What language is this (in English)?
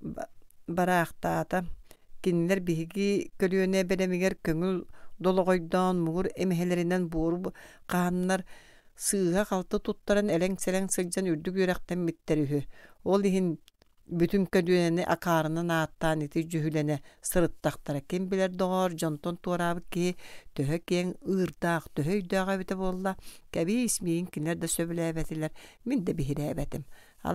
Yakut